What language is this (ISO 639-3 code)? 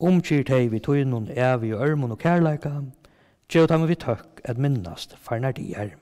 fao